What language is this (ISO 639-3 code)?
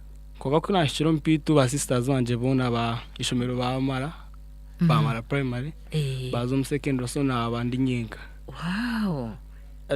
nyn